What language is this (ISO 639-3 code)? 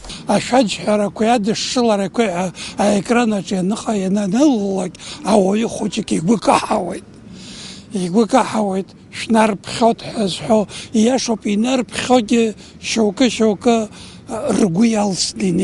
abk